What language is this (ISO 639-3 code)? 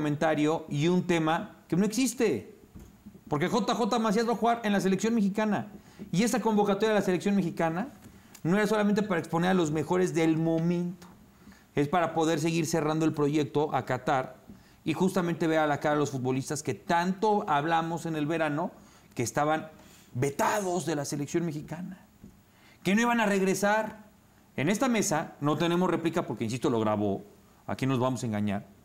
spa